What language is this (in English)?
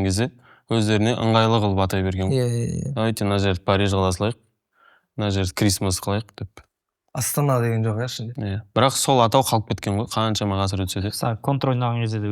Kazakh